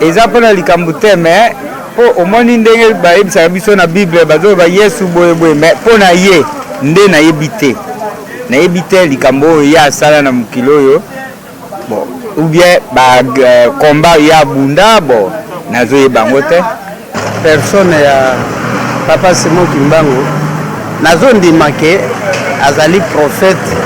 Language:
Lingala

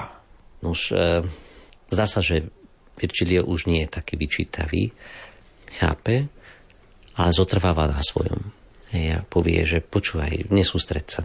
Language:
Slovak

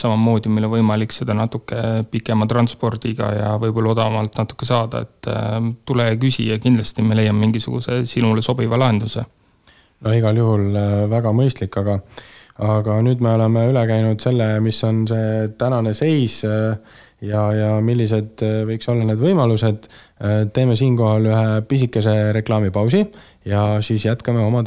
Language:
Estonian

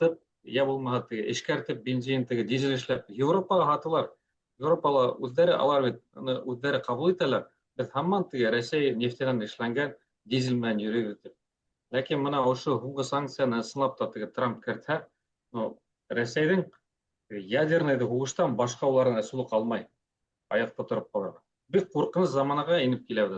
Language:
Bashkir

